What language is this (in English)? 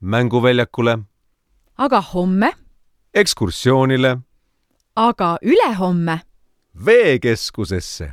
Estonian